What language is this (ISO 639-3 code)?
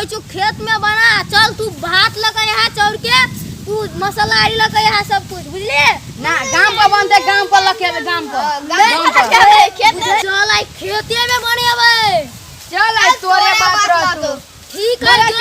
mai